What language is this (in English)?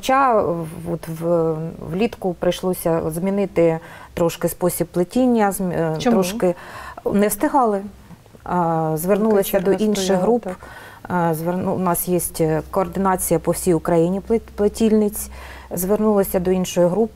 Ukrainian